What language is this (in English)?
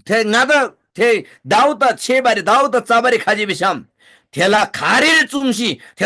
Eastern Tamang